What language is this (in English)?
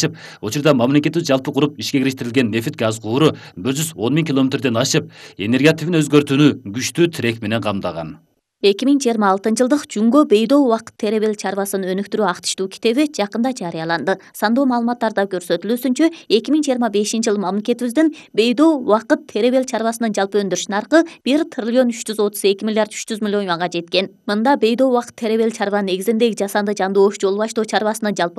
Kyrgyz